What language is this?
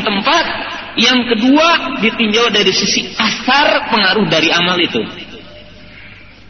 Indonesian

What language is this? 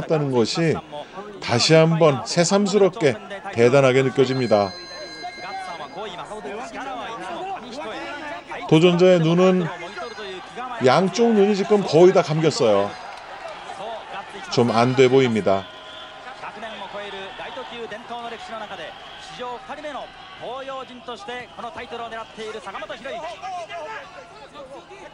Korean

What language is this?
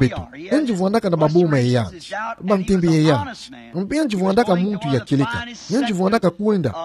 Kituba (Democratic Republic of Congo)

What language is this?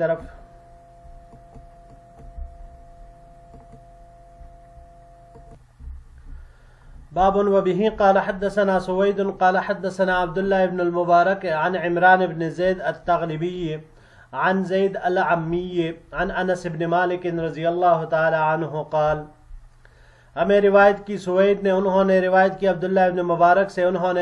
Urdu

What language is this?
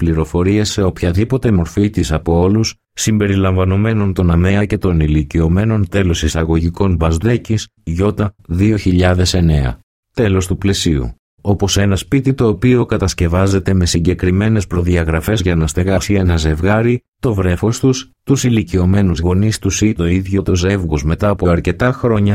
Greek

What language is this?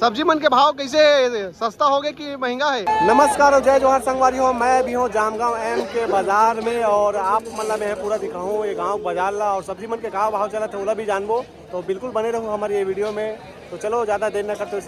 Chhattisgarhi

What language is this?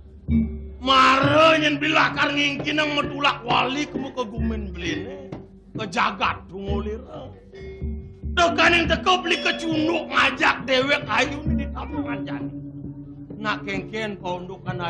Balinese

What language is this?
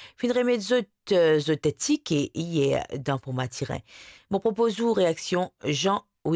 Morisyen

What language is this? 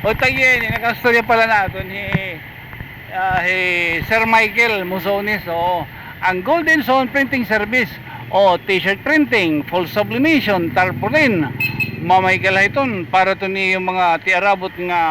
Waray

